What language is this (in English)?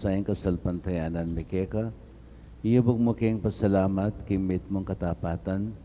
Pampanga